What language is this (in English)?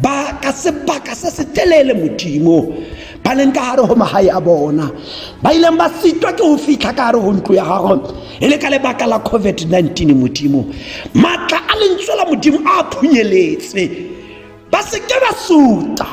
Tswana